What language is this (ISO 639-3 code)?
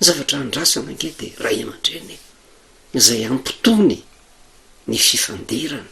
mlg